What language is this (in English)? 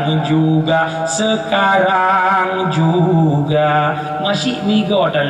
Achinese